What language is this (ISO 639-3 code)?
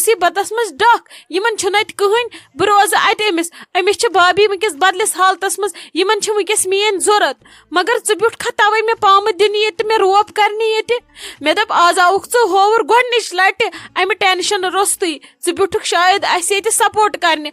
kas